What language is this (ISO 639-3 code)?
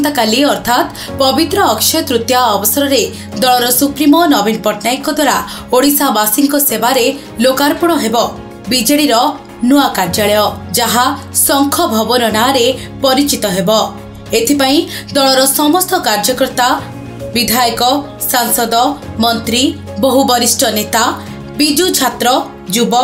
ori